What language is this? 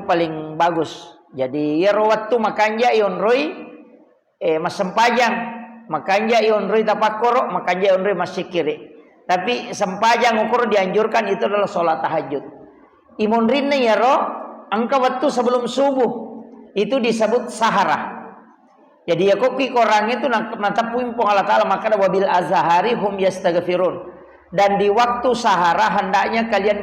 Buginese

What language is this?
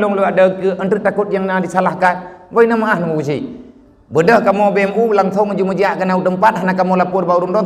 Achinese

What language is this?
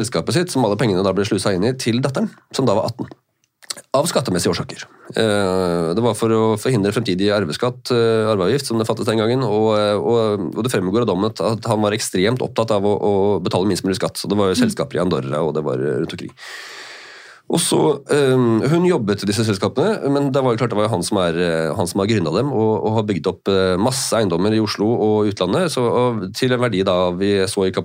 Norwegian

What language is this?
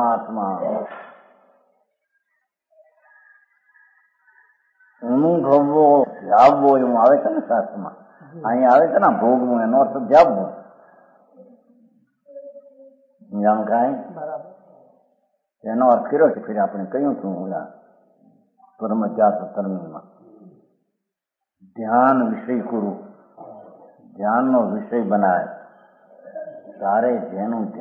Gujarati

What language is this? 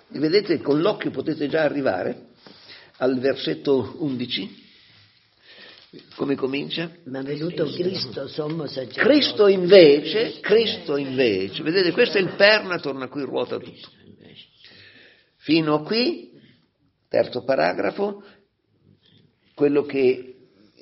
Italian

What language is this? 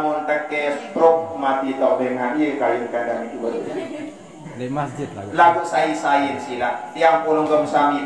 Sasak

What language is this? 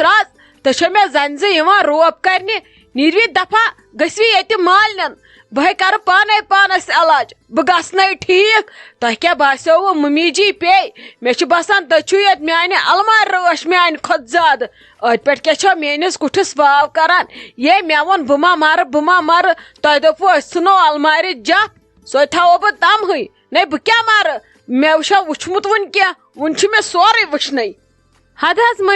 Kashmiri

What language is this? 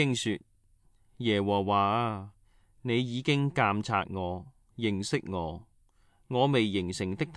Cantonese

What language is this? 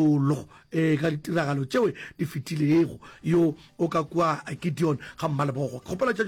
Northern Sotho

